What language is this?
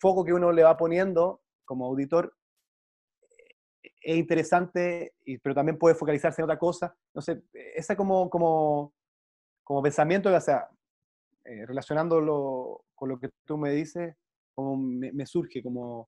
Spanish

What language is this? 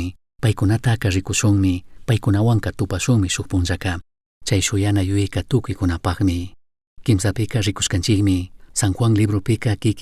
Chimborazo Highland Quichua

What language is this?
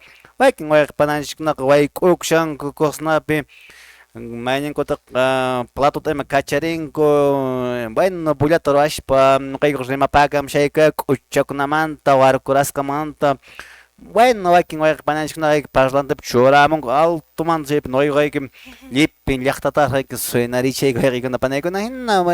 Quechua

